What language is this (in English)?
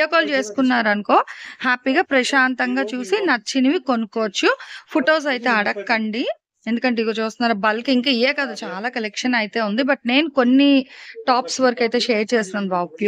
Telugu